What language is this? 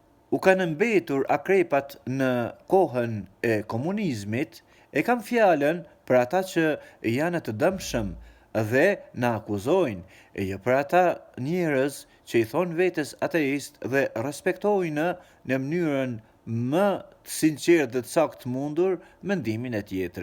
Albanian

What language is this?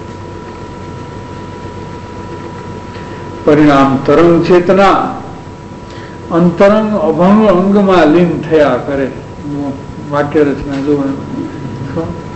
Gujarati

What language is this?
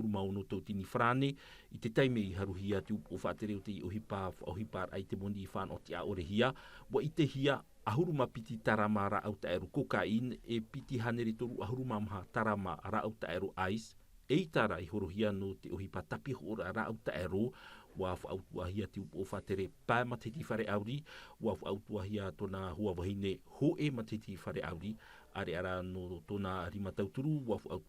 Tahitian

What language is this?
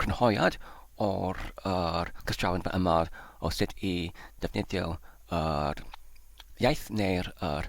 Welsh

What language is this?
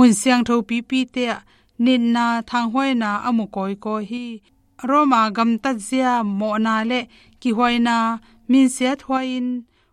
Tedim Chin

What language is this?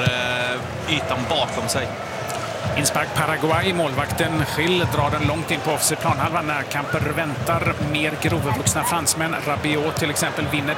Swedish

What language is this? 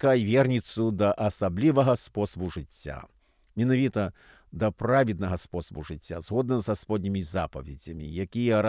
Belarusian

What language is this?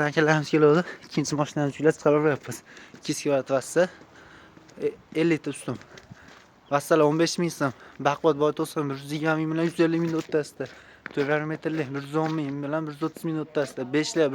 Uzbek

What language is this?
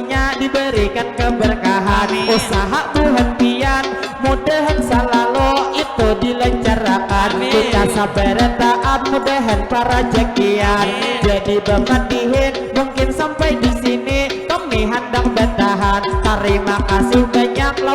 Banjar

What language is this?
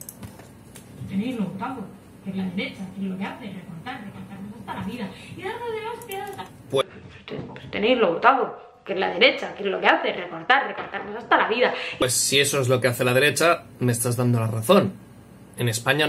Spanish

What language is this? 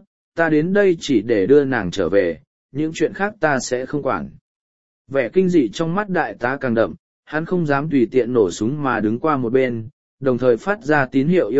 Vietnamese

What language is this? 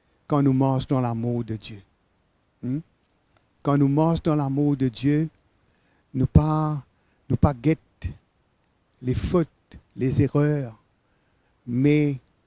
Morisyen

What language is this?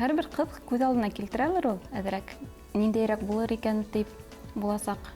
Bashkir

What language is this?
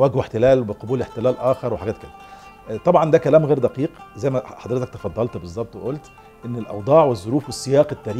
Egyptian Arabic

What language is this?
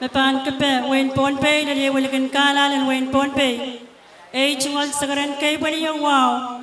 Pohnpeian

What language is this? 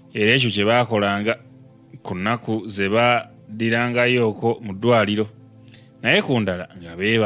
Ganda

